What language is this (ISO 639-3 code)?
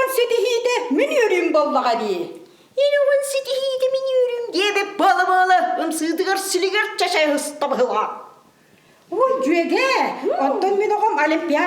sah